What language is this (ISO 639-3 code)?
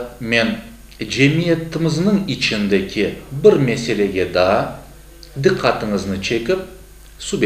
crh